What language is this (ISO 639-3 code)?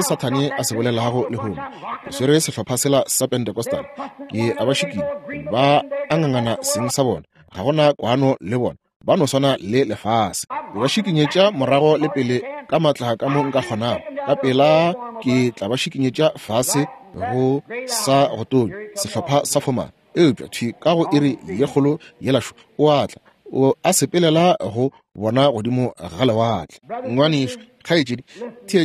nso